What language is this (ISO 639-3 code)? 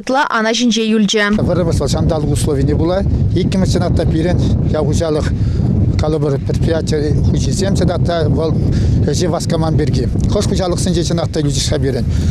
chv